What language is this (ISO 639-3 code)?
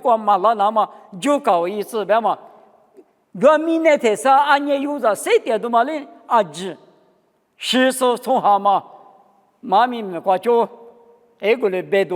lis